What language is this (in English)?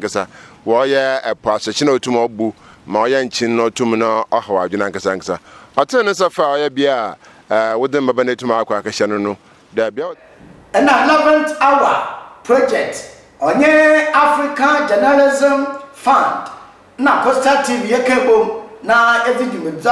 Akan